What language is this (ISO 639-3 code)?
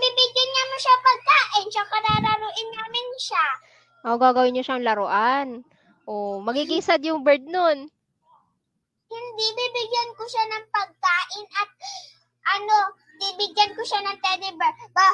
fil